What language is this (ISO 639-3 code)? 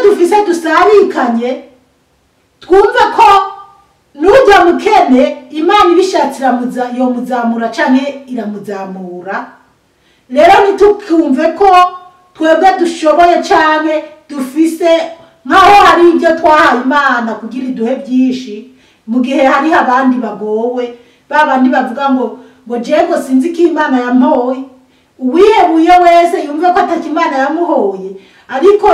run